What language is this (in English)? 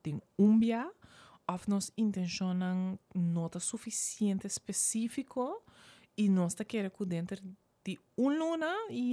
Papiamento